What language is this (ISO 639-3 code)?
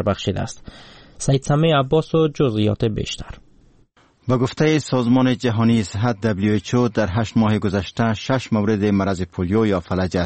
fas